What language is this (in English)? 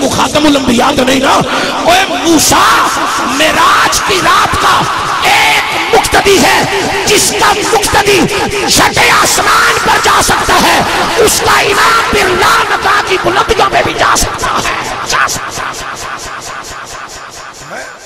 Urdu